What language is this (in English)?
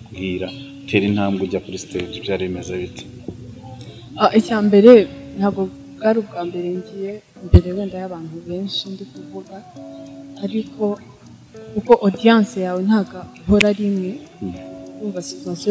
Kinyarwanda